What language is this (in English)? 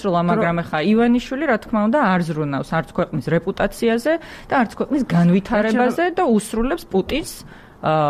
Georgian